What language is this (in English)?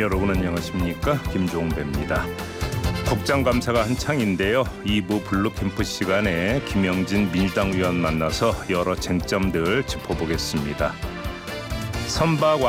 Korean